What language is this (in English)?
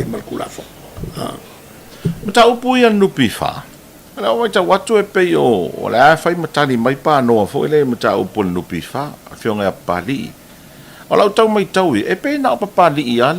Samoan